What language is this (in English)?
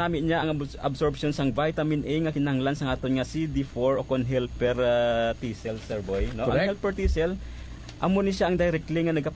Hiligaynon